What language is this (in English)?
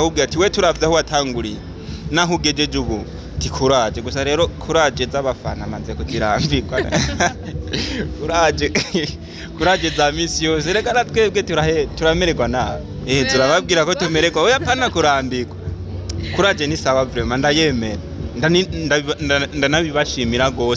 Rundi